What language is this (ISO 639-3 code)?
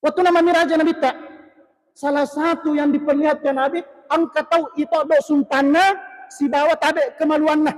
bug